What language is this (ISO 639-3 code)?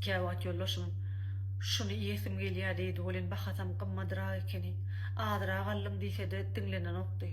tuk